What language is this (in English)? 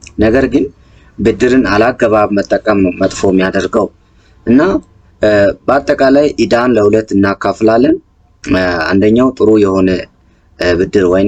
Amharic